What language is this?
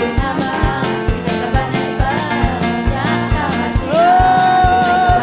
Ayacucho Quechua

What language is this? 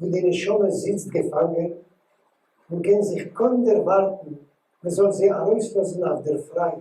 Yiddish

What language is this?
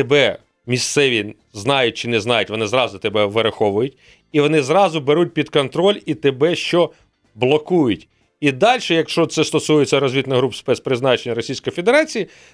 Ukrainian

